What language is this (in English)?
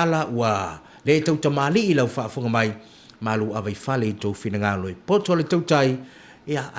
Samoan